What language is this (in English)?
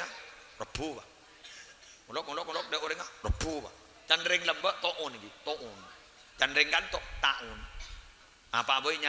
Madurese